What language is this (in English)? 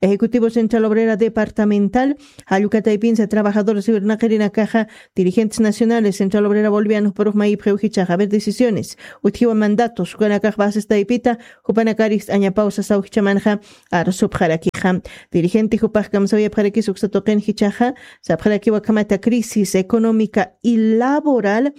Aymara